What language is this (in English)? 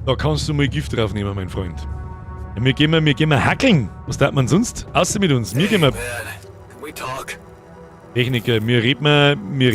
Bavarian